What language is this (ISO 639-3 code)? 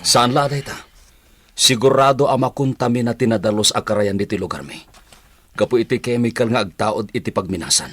ilo